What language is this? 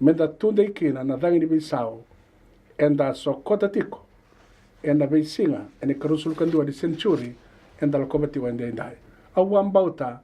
Fijian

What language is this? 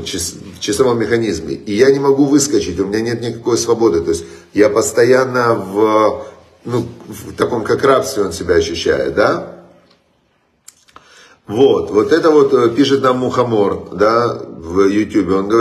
Russian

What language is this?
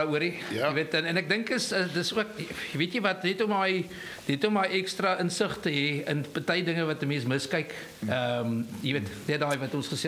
Afrikaans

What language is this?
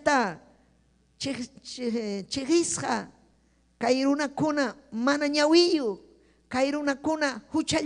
Ayacucho Quechua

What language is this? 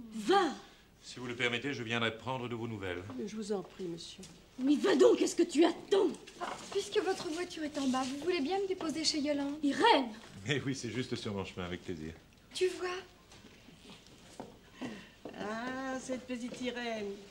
French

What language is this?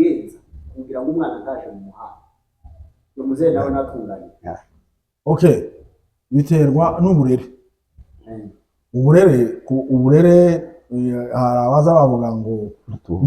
Kinyarwanda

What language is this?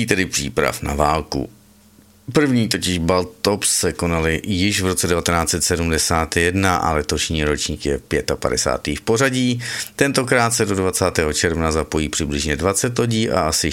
Czech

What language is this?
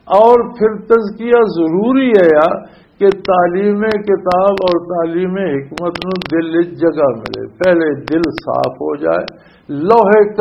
Western Panjabi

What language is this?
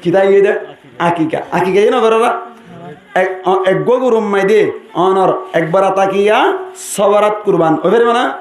Rohingya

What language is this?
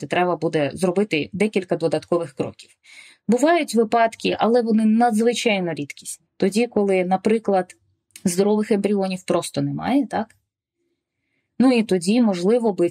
Ukrainian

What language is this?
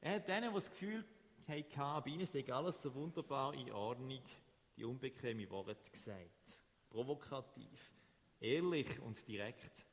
Swiss German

